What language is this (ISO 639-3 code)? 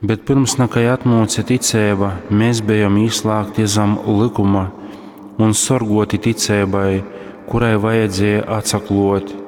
ltg